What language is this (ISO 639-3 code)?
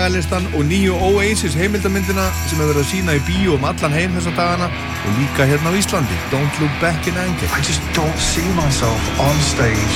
isl